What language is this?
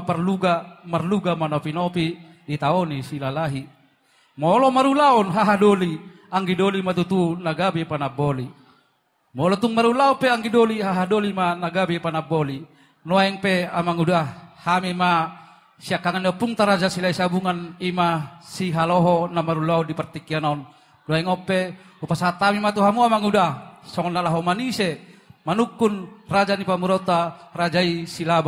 Batak Toba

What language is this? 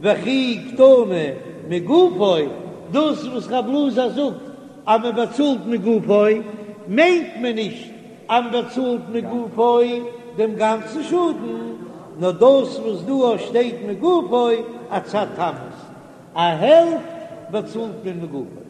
Yiddish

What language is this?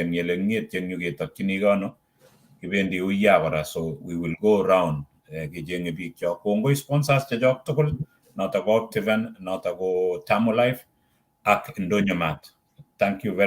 Kalenjin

